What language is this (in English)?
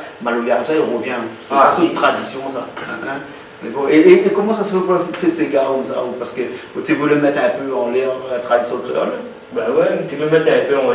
Réunion Creole French